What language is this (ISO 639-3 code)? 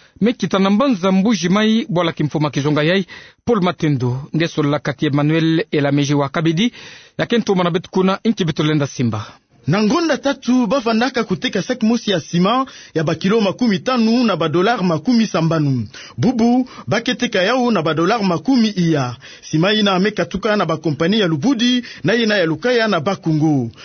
ktu